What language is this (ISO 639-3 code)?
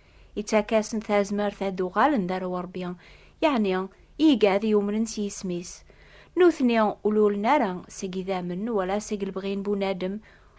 kab